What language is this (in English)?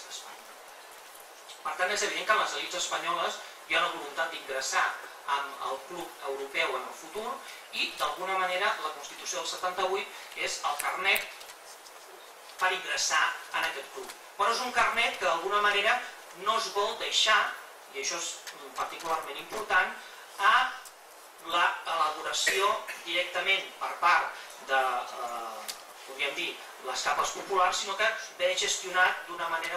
Catalan